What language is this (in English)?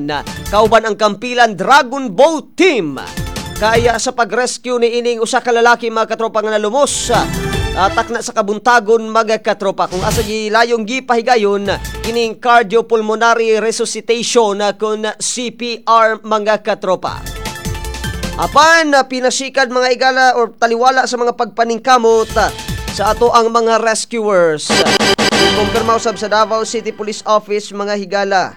Cebuano